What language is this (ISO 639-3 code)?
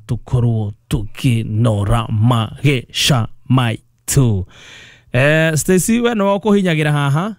kik